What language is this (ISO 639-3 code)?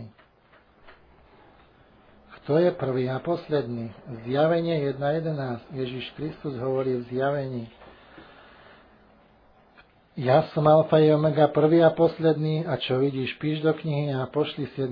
slk